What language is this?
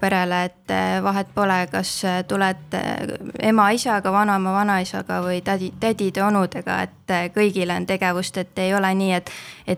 Estonian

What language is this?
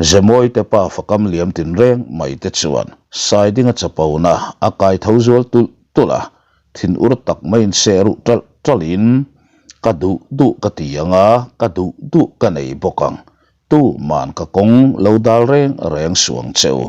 Mizo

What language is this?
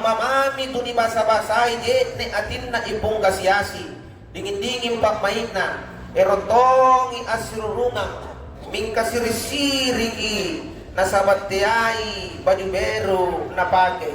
Makasar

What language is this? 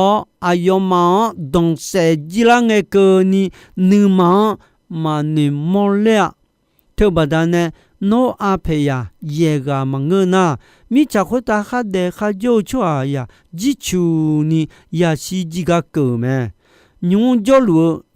Akha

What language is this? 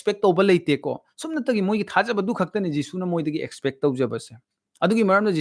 Manipuri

